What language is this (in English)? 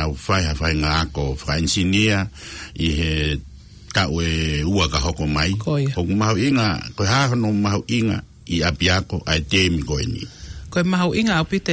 Tongan